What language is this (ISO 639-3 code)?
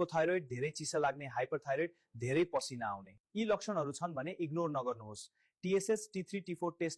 nep